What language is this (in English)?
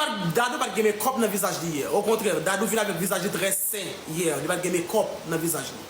Haitian Creole